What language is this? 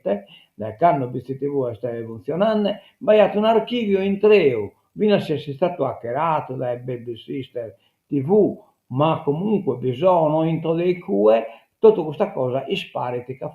Sardinian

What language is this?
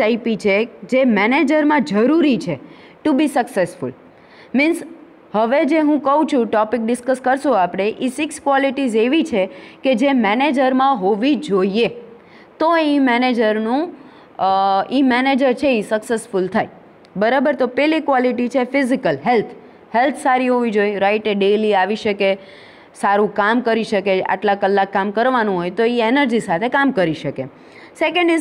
Gujarati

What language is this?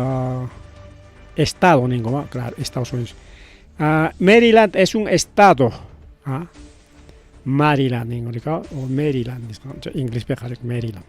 Ayacucho Quechua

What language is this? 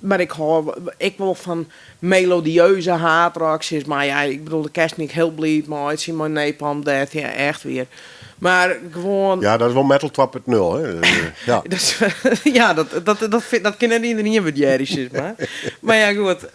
Western Frisian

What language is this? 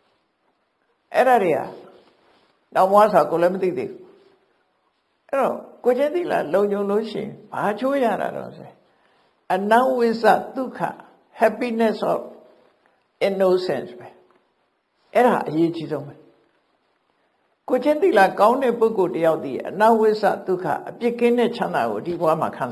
Burmese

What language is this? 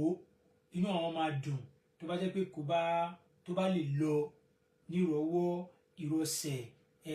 Yoruba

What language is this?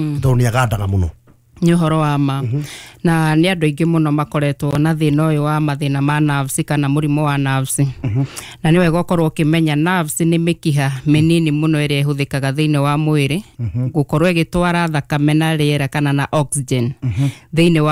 Kikuyu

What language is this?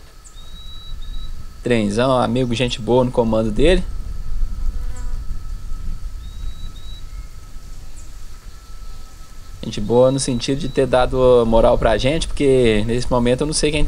Portuguese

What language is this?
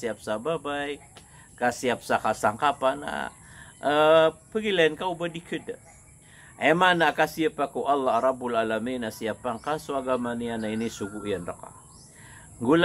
Maranao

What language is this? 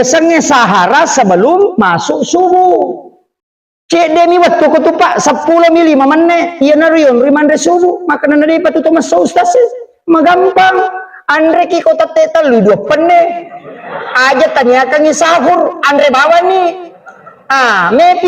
Buginese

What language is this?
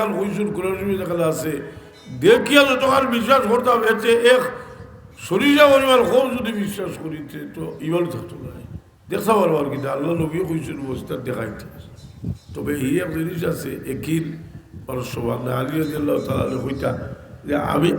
Sylheti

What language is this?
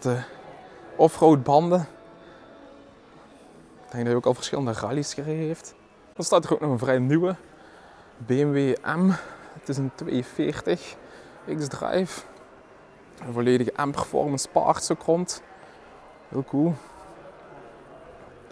Dutch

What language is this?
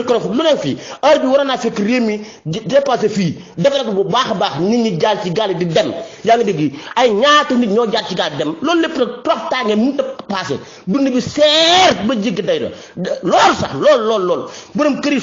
Wolof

